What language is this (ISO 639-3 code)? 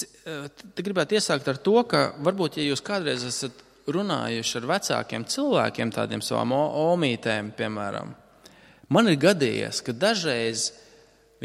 lav